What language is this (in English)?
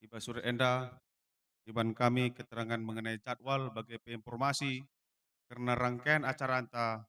Batak Karo